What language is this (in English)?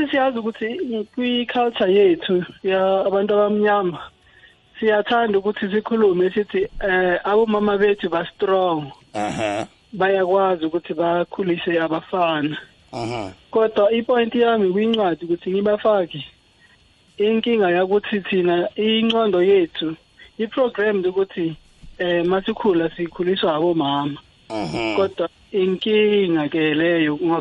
South Ndebele